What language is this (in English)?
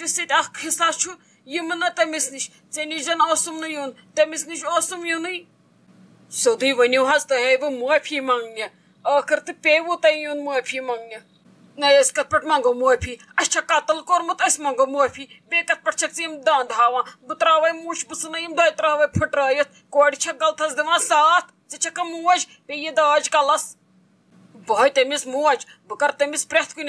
Kashmiri